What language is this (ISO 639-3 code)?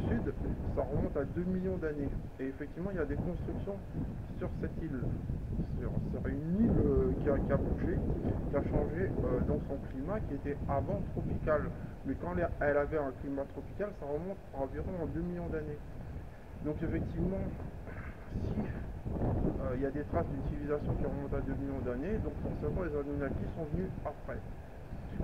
fra